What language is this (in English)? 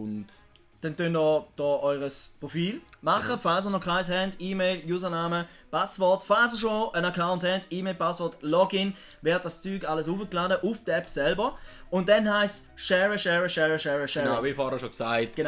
Swiss German